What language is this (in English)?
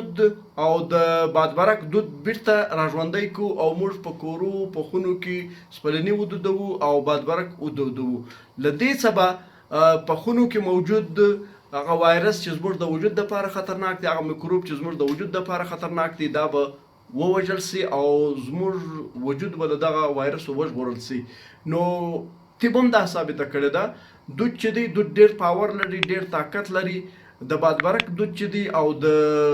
Pashto